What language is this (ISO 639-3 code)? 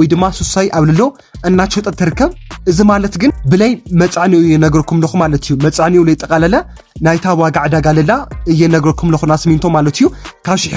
tir